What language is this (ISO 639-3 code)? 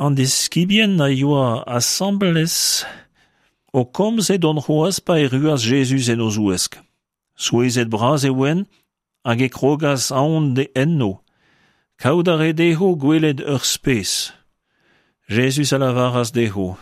bre